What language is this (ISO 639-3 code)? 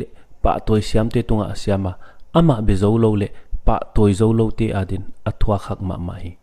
pck